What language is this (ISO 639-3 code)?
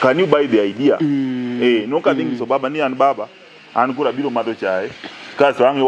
luo